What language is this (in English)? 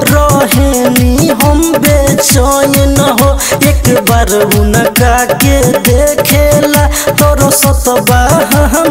Bhojpuri